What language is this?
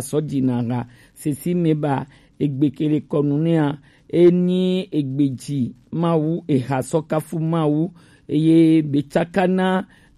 Gen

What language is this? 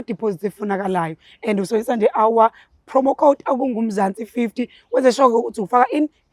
Zulu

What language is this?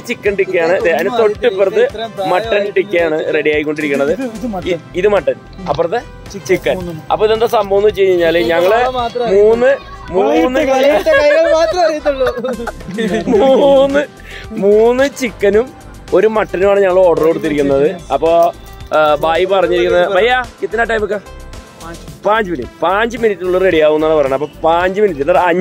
Malayalam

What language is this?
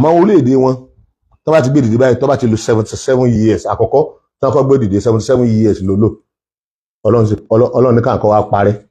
Yoruba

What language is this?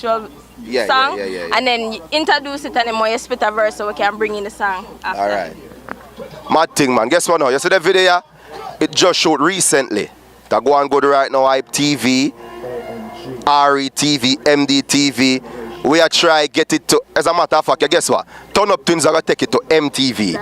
Jamaican Creole English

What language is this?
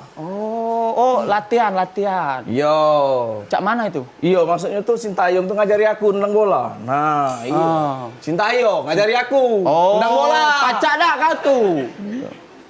Musi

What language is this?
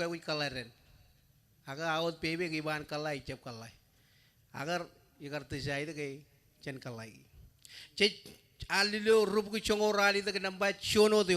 Marshallese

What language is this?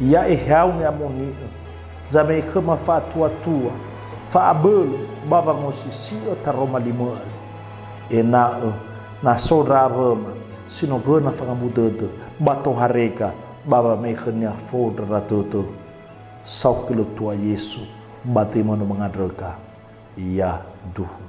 Nias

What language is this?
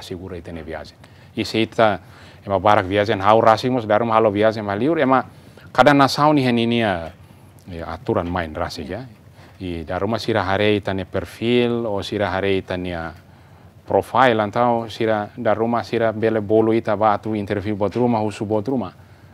Tetum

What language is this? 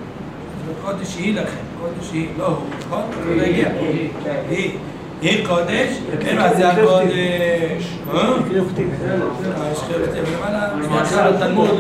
Hebrew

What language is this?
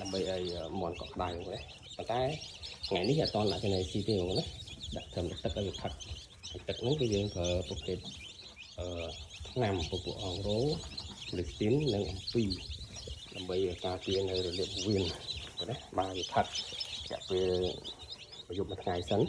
Khmer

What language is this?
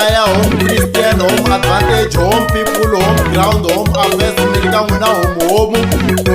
Tsonga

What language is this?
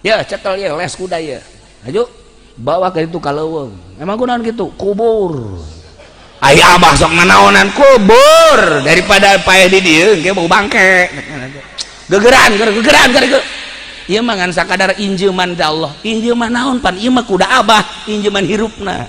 Sundanese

